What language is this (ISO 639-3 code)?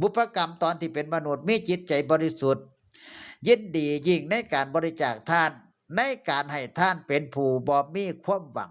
tts